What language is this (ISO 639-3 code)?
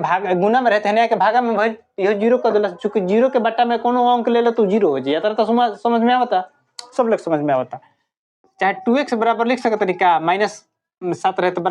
bho